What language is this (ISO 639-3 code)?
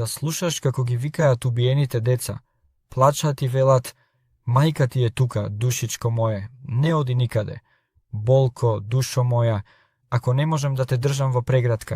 mkd